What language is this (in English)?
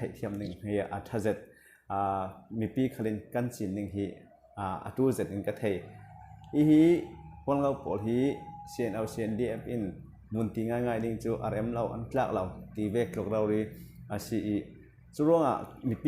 Falam Chin